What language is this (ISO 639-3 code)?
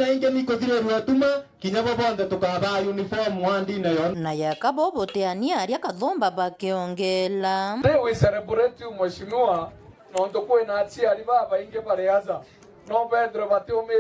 mer